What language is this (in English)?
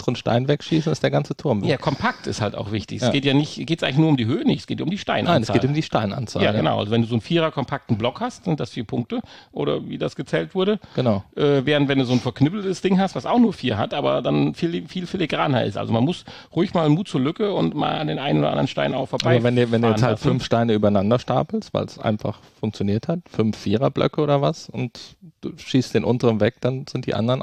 German